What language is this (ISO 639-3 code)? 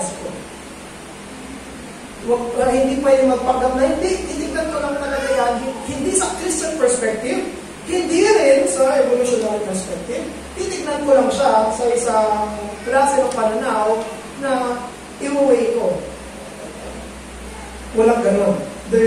fil